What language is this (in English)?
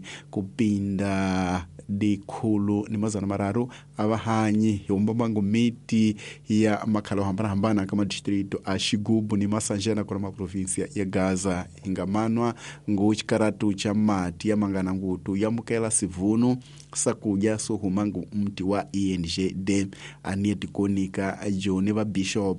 Tsonga